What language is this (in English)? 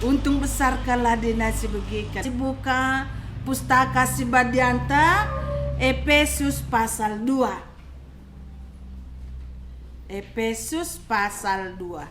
Batak Karo